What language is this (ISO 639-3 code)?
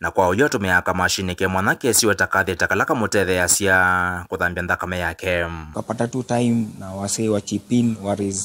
kam